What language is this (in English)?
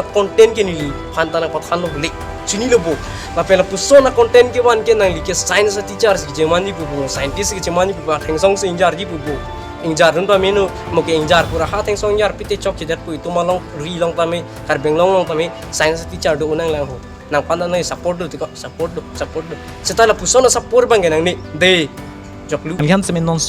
Karbi